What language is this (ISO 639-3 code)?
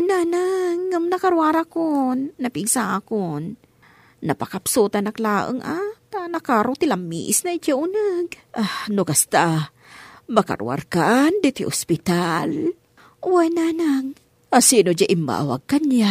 ilo